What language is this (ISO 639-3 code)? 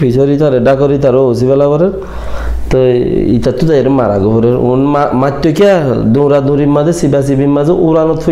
rhg